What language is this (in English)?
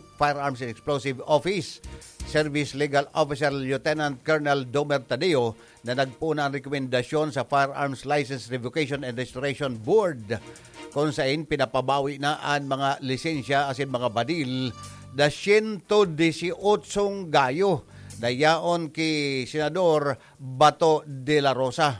Bikol